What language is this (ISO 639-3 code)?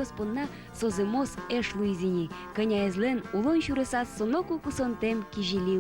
udm